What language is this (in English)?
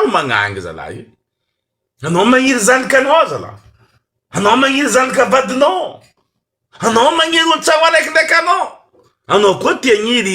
Malagasy